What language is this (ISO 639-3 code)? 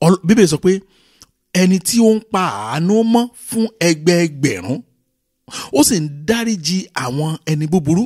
yor